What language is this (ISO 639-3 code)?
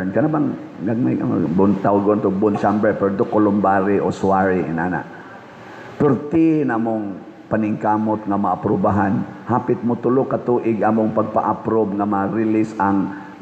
ceb